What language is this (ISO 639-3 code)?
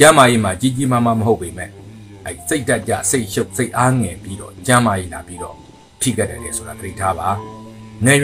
mya